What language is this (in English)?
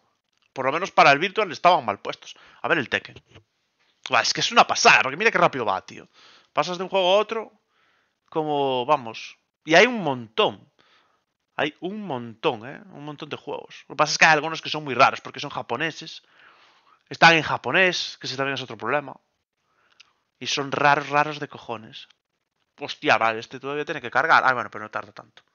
Spanish